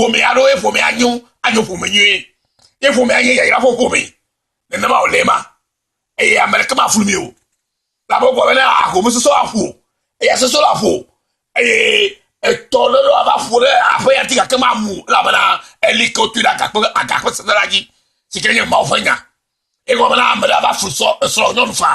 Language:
Ewe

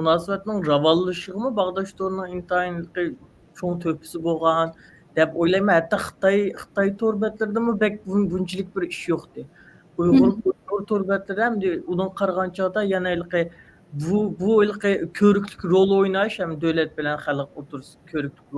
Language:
Uyghur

